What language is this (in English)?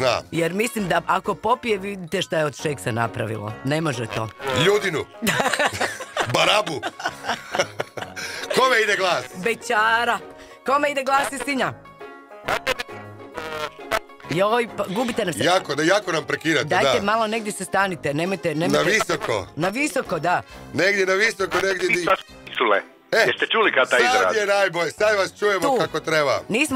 Croatian